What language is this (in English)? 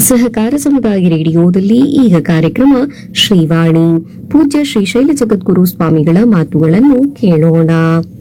Kannada